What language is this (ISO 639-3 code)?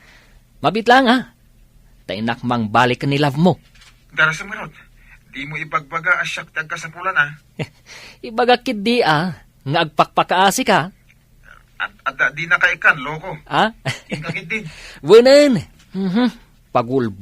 ilo